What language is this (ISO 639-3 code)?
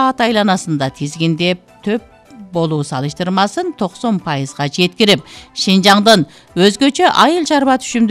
kir